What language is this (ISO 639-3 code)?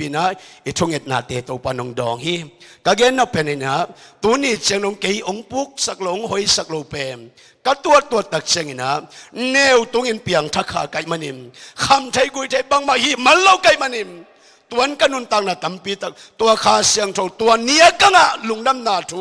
ctd